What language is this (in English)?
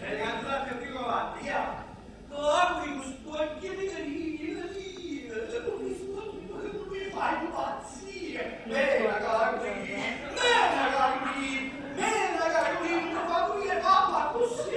Neapolitan